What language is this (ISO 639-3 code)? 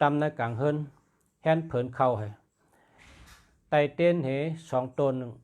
shn